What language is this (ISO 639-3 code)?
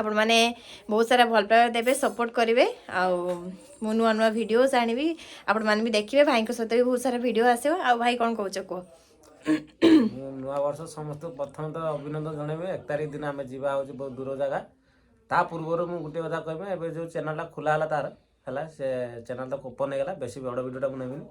ori